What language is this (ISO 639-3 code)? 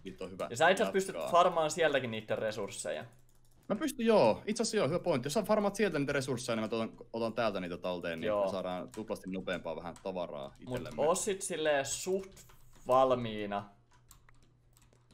fin